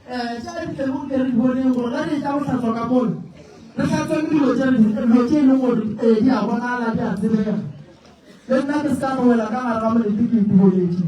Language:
Northern Sotho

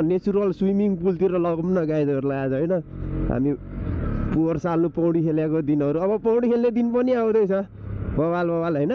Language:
Nepali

